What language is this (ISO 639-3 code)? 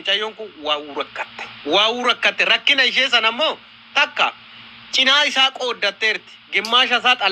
orm